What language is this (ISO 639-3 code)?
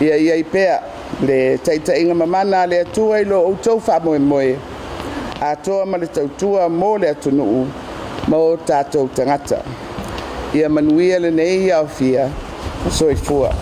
smo